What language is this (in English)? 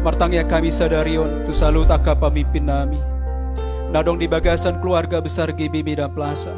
Batak Toba